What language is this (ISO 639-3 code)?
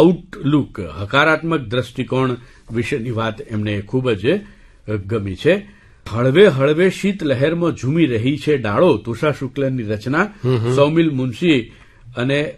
guj